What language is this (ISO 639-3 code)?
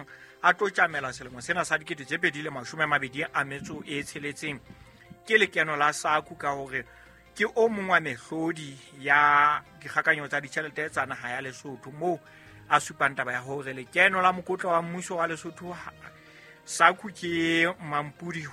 sot